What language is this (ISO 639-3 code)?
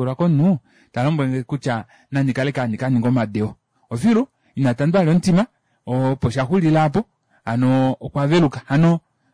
kua